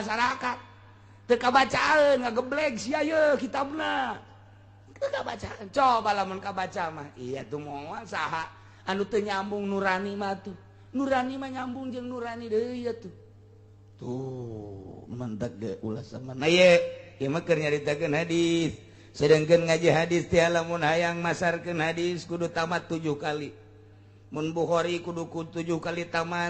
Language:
Sundanese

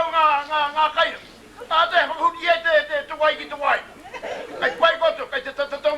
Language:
Māori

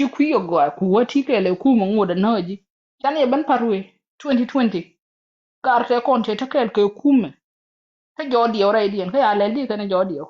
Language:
Nuer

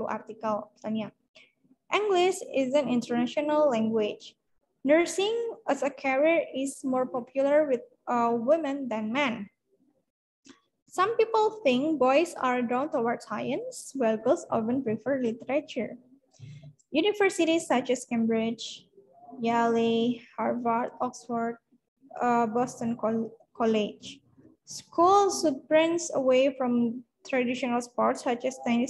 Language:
Indonesian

